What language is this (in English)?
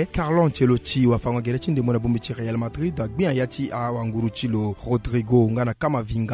Sango